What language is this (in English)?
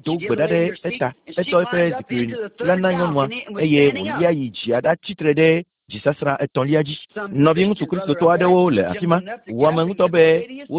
Ewe